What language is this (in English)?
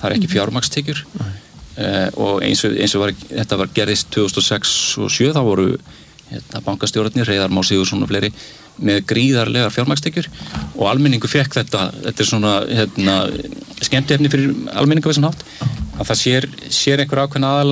Icelandic